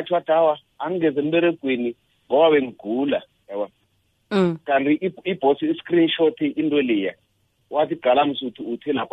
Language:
South Ndebele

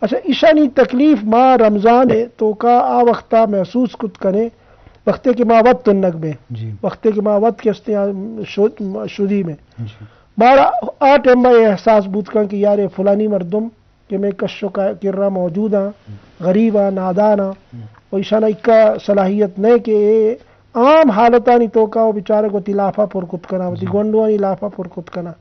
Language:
Eastern Balochi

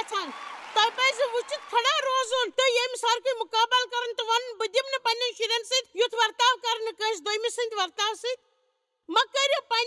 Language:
Kashmiri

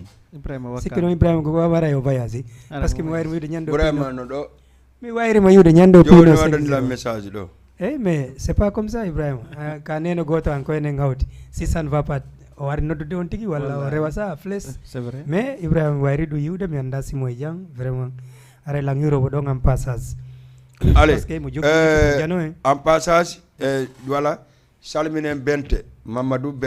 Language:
Fula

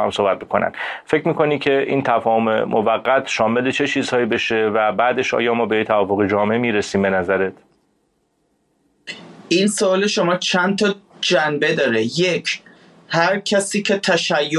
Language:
Persian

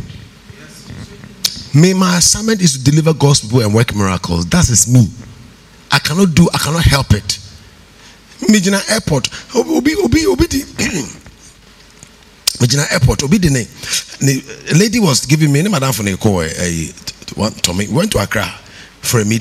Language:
English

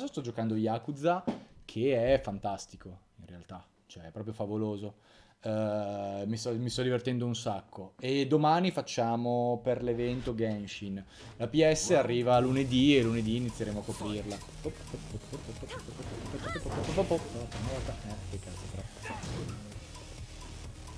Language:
Italian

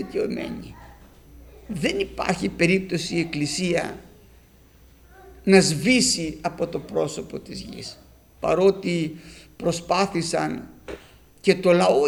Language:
Greek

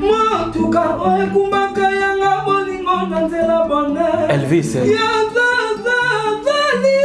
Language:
Lingala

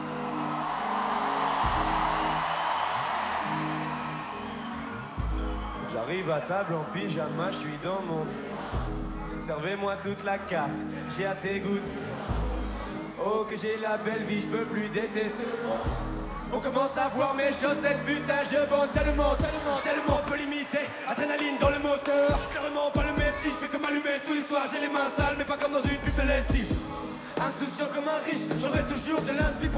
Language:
French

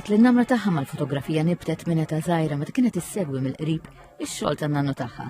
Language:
Maltese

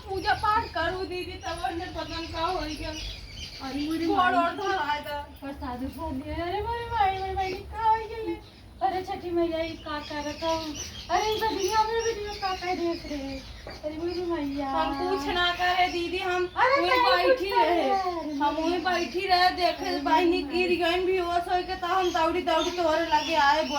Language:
Awadhi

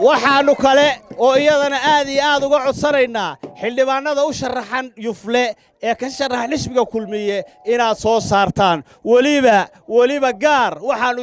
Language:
Somali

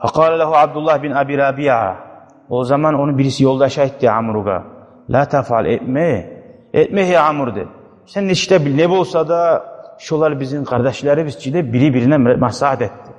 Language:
Kumyk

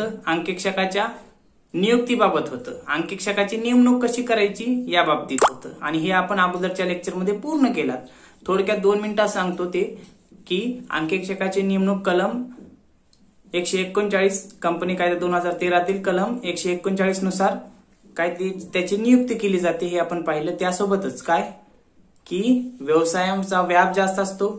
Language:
Marathi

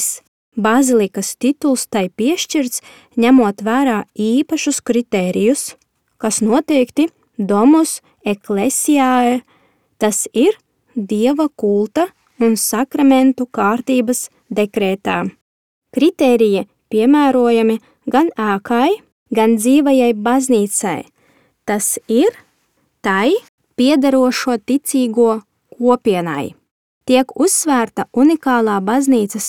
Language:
Latvian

